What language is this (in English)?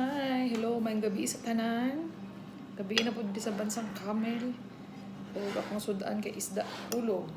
Cebuano